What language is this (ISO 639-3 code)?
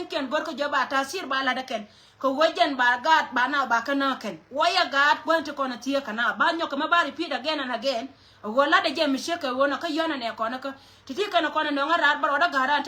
nus